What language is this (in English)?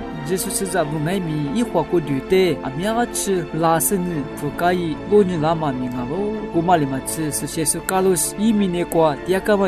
Lisu